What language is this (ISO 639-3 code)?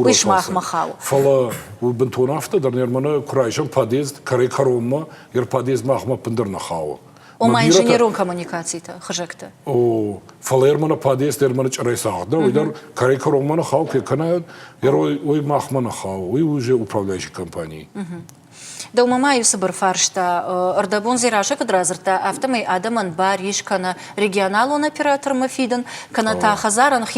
oss